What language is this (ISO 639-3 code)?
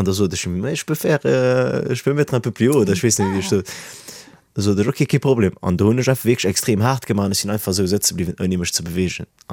ltz